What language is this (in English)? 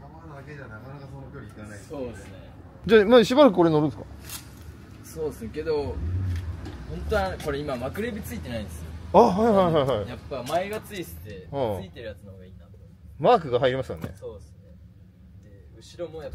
Japanese